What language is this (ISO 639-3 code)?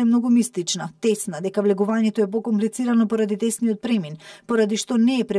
mkd